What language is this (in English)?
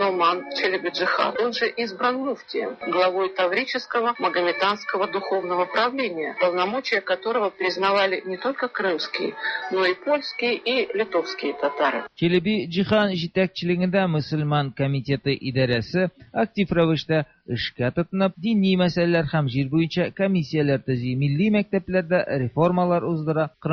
Tatar